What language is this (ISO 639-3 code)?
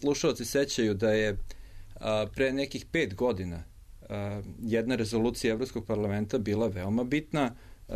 srp